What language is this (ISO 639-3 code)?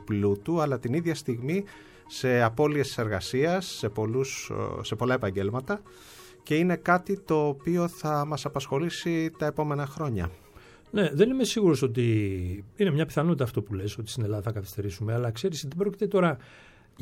ell